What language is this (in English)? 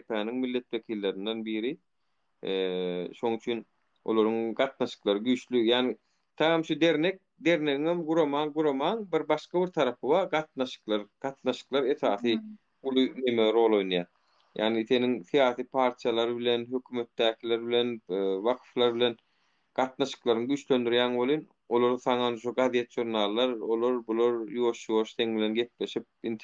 Turkmen